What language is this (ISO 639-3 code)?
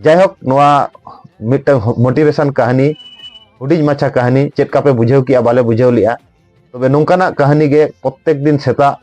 sat